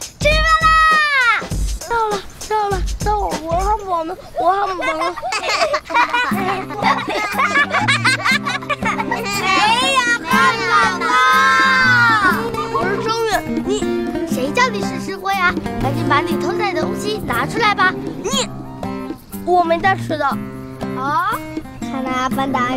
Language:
Chinese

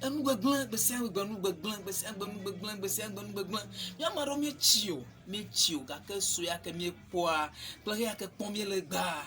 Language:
Ewe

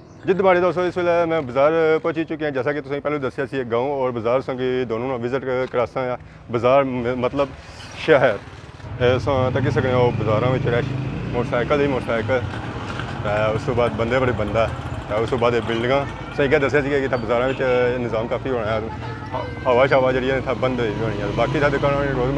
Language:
Pahari-Potwari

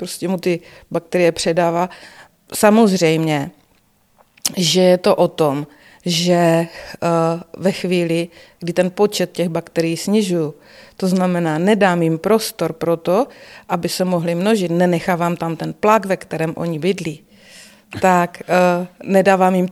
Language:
Czech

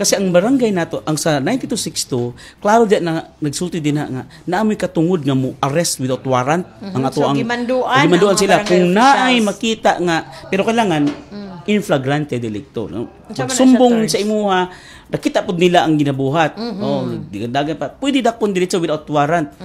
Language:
Cebuano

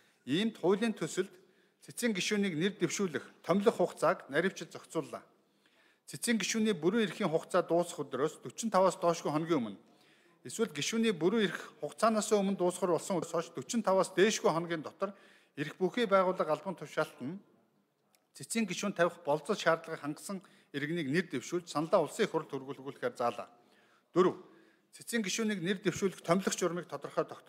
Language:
Mongolian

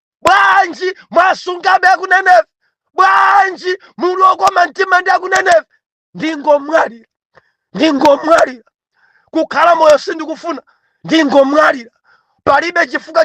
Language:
Nyanja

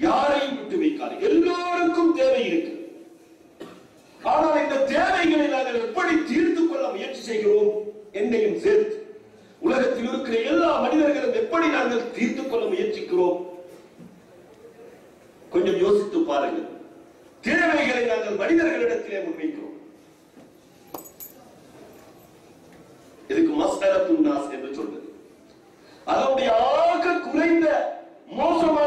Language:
Tamil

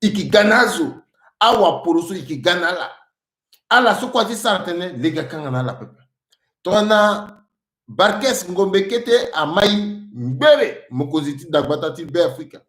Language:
Sango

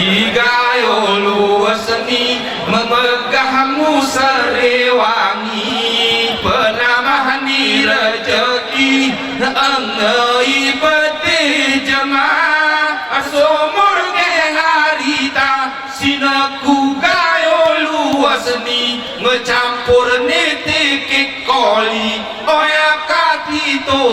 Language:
Gayo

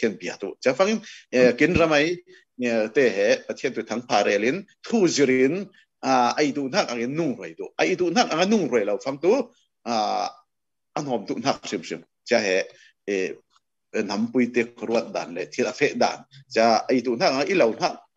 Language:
Falam Chin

